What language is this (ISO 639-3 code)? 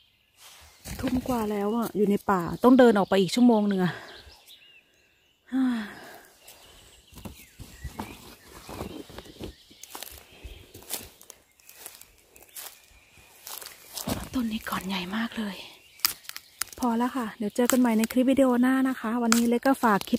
tha